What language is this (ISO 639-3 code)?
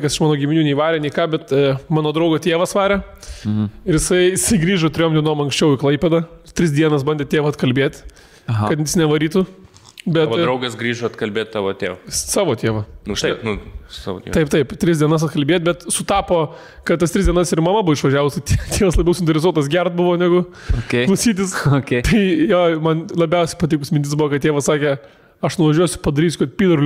lit